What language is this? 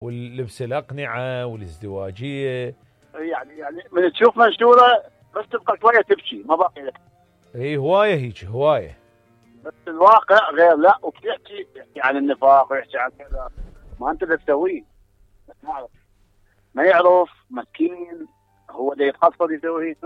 Mesopotamian Arabic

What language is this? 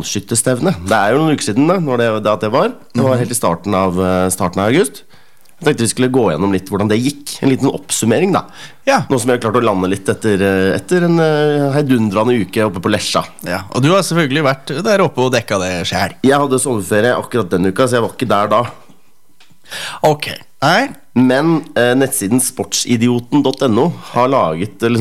Norwegian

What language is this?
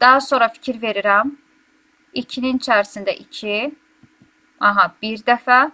Azerbaijani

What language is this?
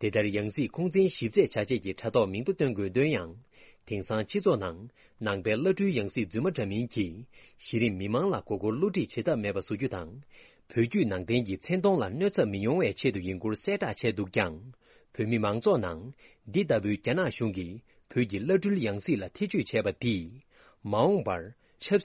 Tibetan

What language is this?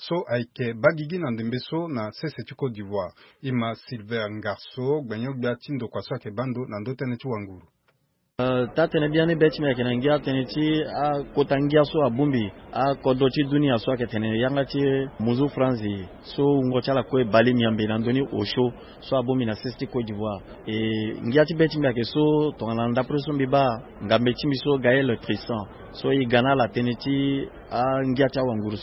Sango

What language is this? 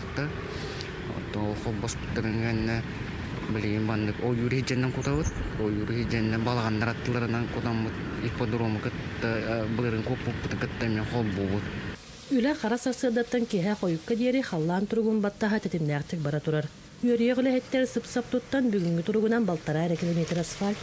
Yakut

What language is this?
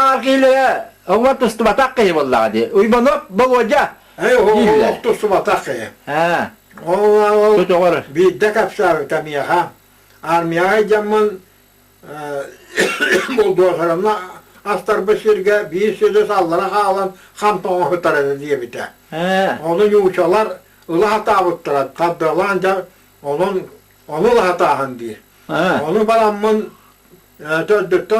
Yakut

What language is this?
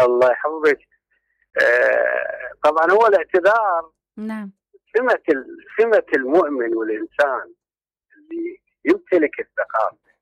Mesopotamian Arabic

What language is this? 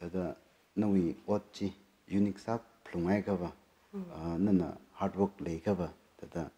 Tangkhul Naga (India)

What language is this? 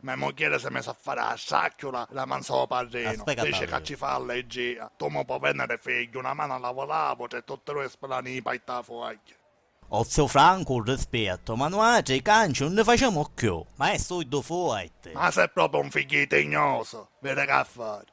Sicilian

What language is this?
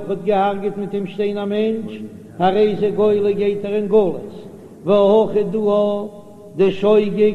Yiddish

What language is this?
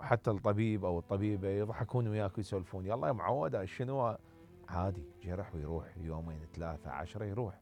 Mesopotamian Arabic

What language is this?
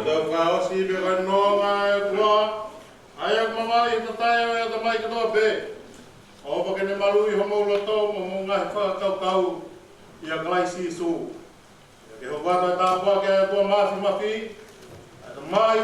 Tongan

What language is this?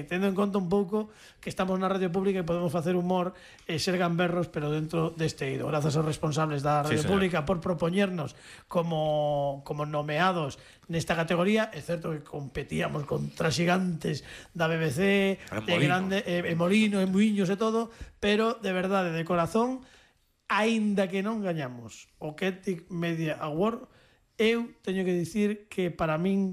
Galician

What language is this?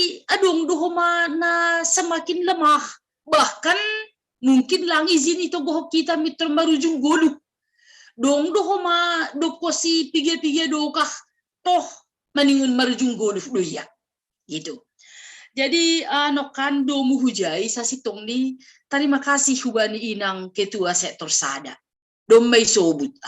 Batak Simalungun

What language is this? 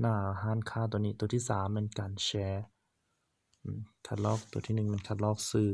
Lao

